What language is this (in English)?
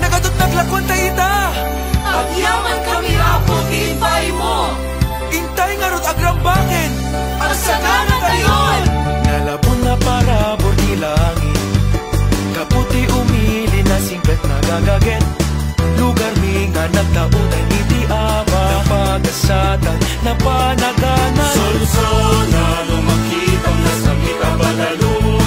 Iloko